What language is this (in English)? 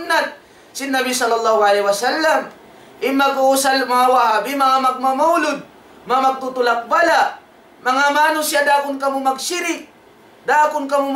Tausug